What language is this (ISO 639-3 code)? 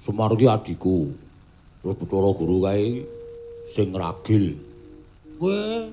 jav